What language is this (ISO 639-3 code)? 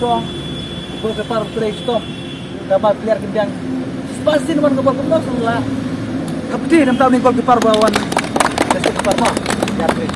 kha